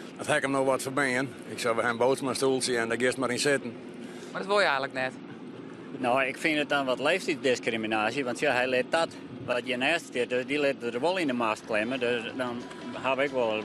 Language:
Western Frisian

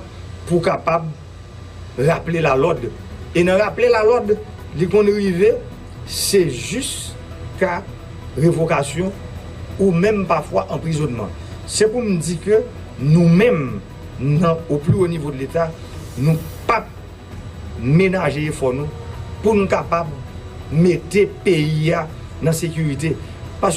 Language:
Haitian Creole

